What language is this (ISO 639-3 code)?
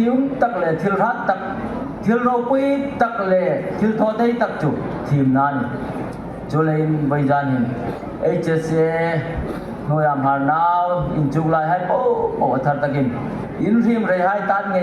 hmr